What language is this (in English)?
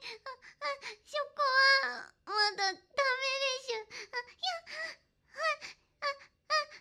Japanese